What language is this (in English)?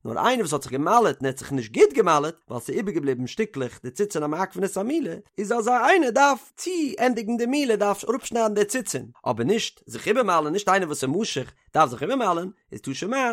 Yiddish